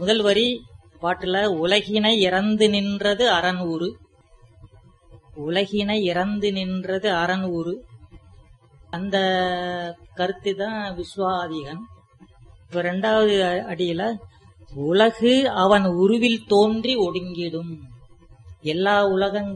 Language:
Tamil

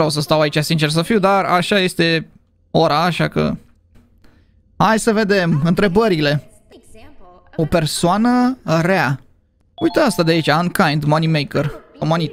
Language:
Romanian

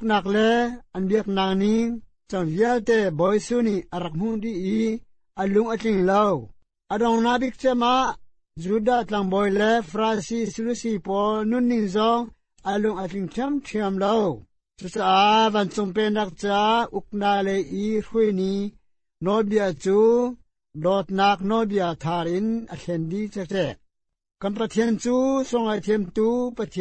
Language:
Hakha Chin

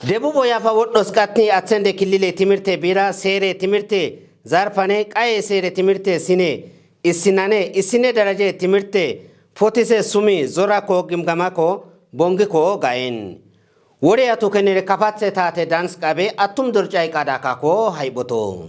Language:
Kafa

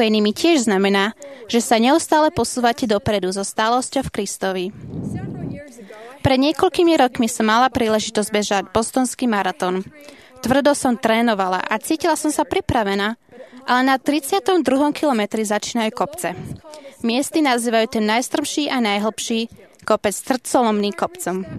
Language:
Slovak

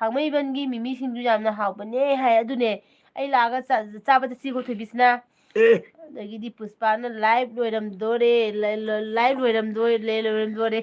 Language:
Manipuri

